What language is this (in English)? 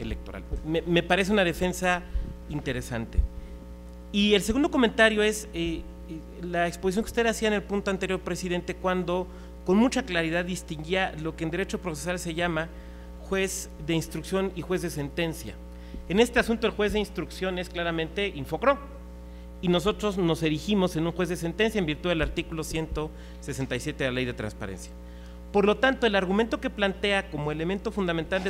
Spanish